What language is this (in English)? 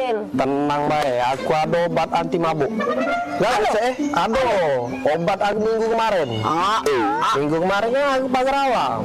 Musi